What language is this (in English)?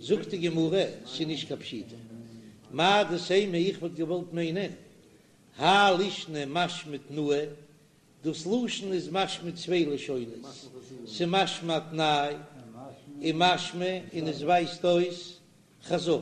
Yiddish